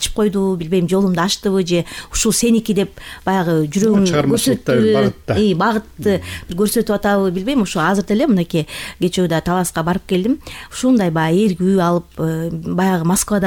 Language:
Kyrgyz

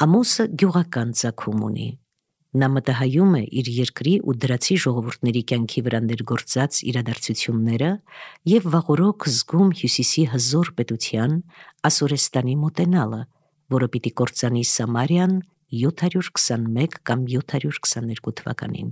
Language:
Armenian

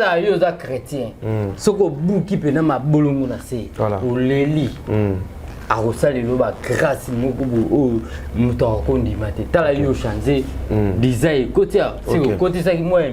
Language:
Lingala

